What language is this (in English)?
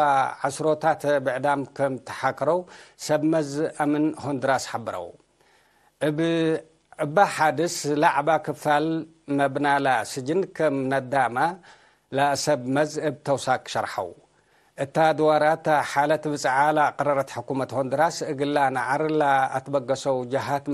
Tigre